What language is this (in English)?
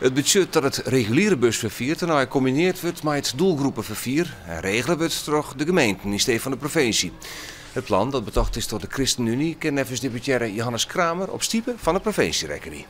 Western Frisian